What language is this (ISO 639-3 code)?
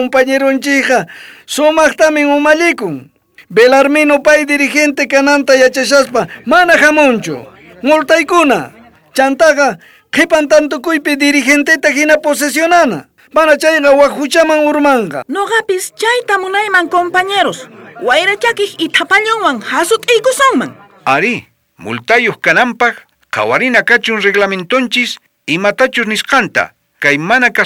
quh